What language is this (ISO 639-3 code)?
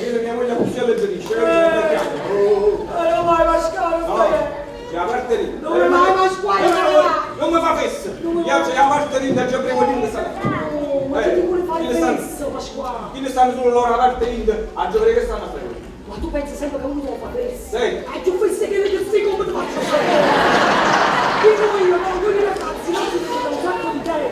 nap